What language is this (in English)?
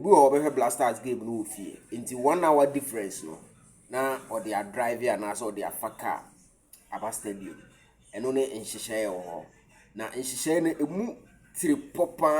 Akan